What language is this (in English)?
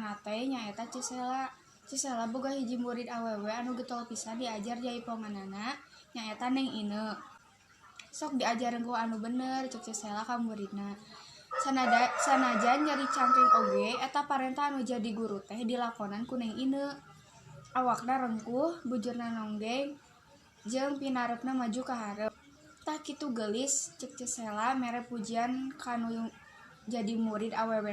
Sundanese